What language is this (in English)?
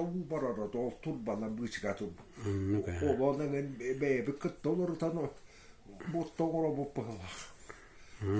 Yakut